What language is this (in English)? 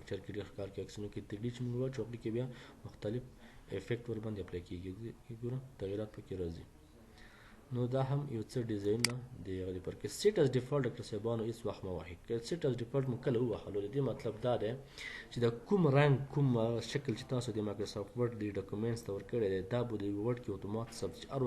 Pashto